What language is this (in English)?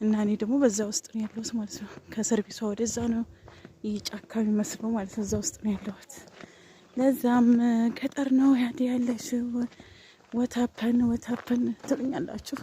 Amharic